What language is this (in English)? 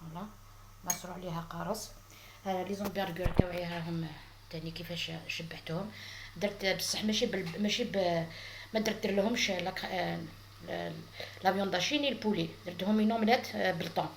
Algerian Arabic